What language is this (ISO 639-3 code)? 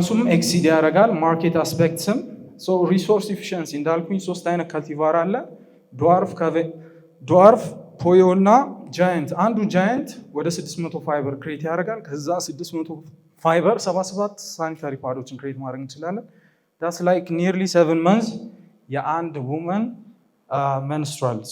amh